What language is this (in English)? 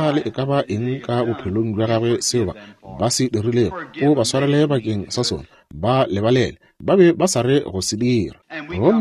Northern Sotho